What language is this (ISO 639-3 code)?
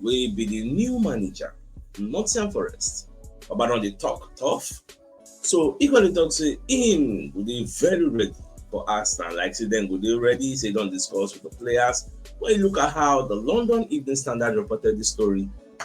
pcm